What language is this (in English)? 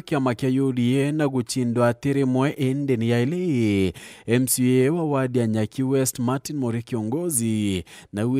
Meru